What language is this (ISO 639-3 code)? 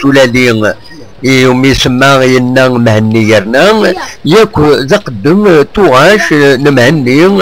kab